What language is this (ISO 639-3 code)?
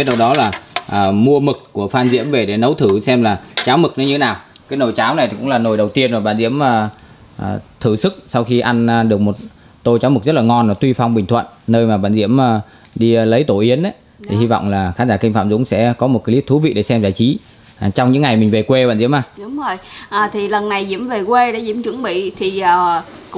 vie